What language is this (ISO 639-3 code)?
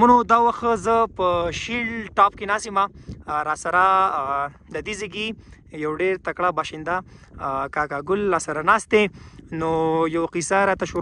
pus